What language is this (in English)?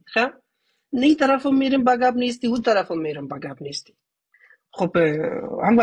Persian